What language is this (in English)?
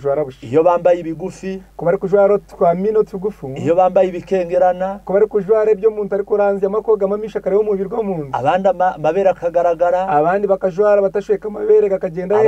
Kinyarwanda